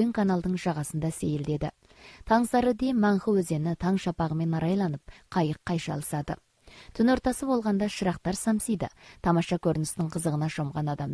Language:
Kazakh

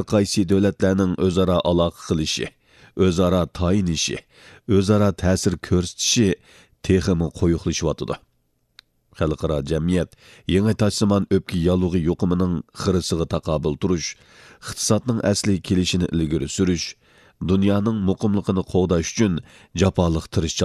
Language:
Uyghur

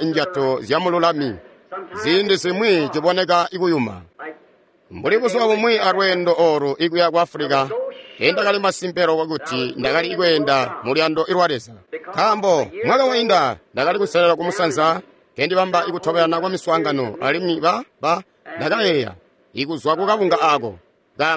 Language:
Tonga (Zambia)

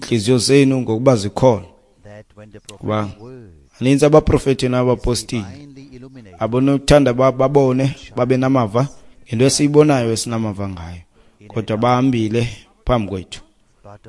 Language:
Xhosa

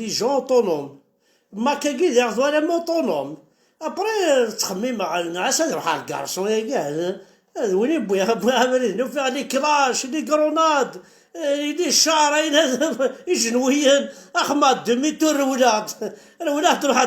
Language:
Kabyle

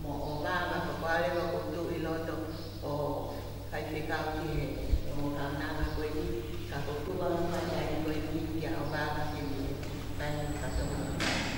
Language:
Tongan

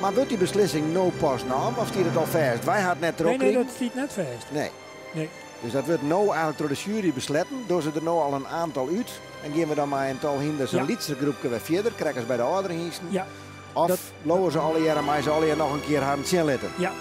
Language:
Western Frisian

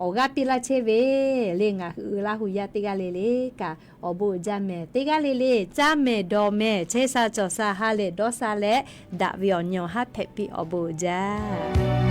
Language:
Lahu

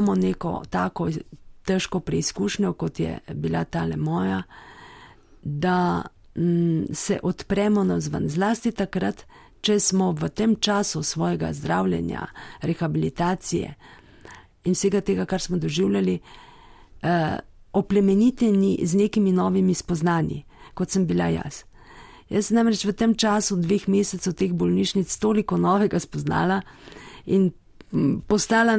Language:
Slovenian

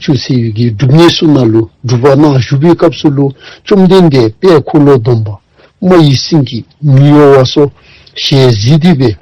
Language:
Dzongkha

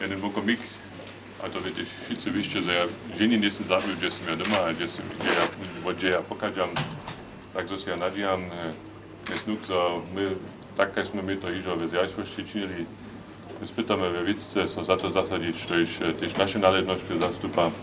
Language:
Upper Sorbian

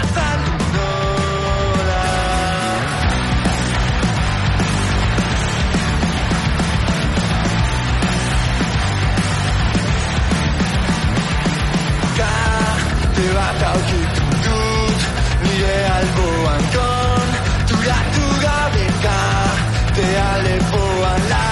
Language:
Basque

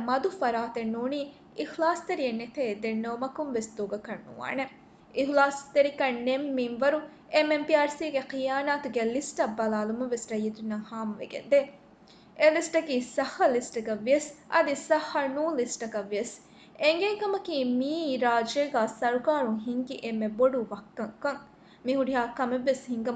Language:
Divehi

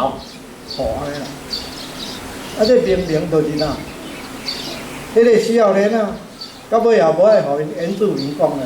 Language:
Min Nan Chinese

